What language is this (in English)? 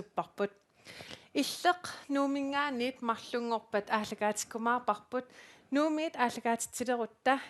Kalaallisut